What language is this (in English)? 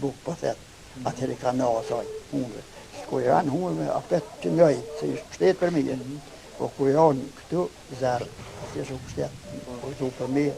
Albanian